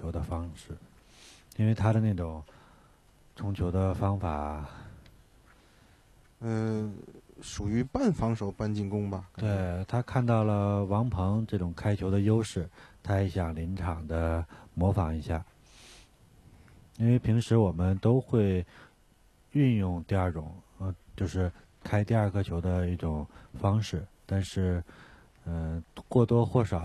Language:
Chinese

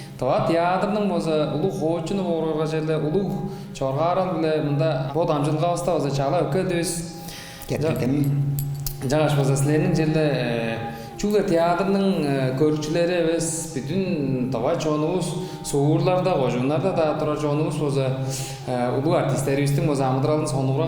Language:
Tuvinian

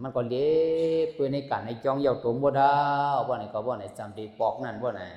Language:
Shan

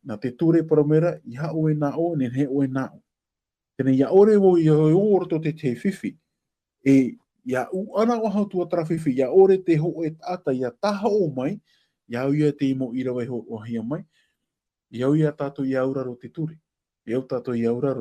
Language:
Tahitian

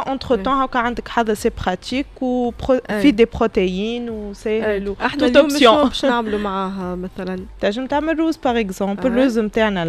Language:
Tunisian Arabic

